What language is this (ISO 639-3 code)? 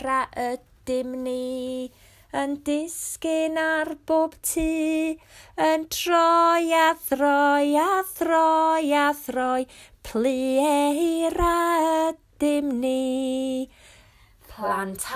cym